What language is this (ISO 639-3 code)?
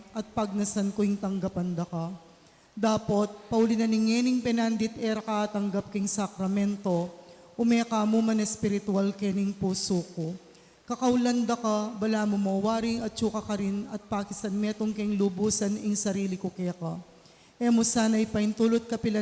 pam